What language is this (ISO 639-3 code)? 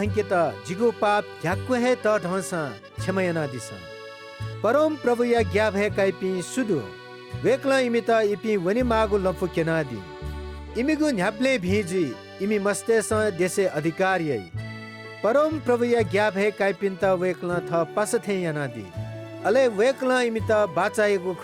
new